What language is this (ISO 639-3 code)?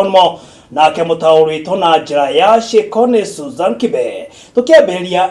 kik